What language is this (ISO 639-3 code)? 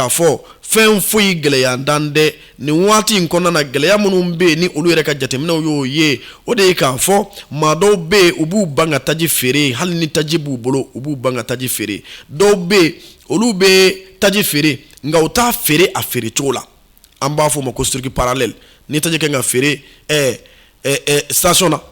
bam